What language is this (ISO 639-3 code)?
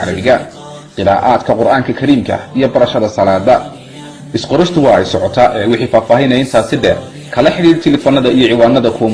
som